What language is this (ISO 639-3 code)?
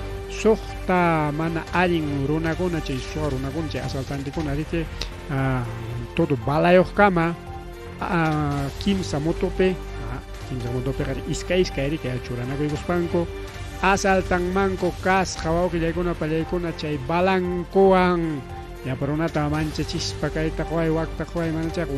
quy